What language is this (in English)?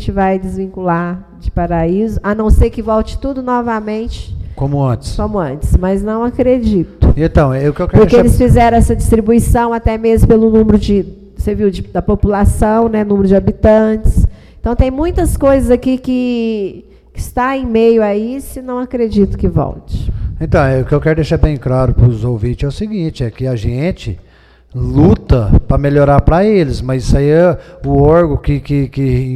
Portuguese